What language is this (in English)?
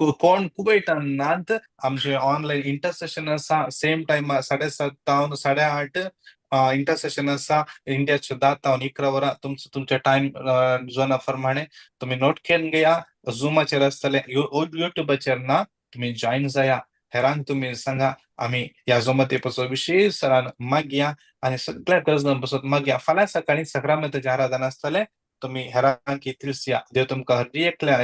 Konkani